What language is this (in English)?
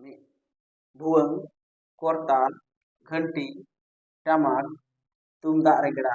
Santali